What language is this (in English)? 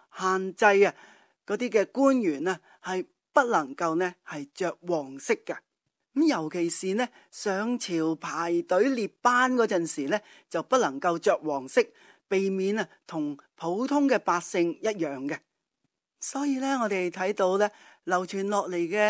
Cantonese